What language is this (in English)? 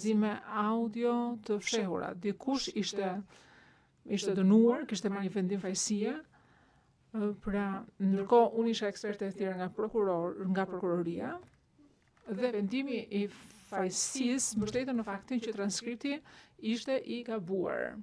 Albanian